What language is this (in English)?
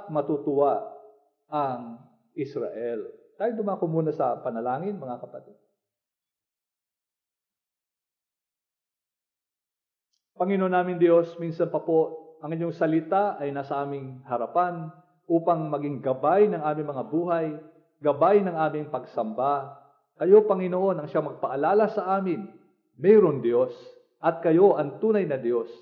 Filipino